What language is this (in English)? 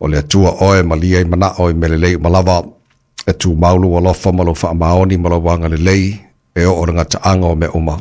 Samoan